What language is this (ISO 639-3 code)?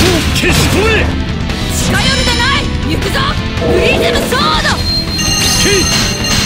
jpn